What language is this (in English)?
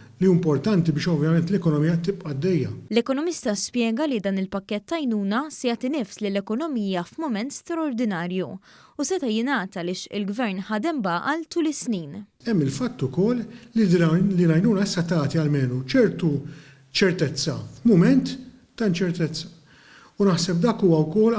Maltese